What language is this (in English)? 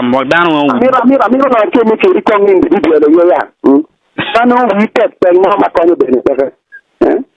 Acoli